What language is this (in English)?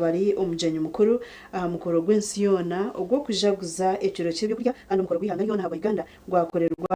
Nyankole